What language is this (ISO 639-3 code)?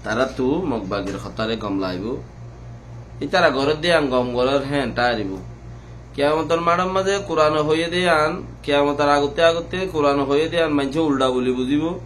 rhg